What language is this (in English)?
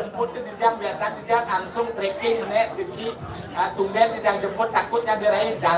Balinese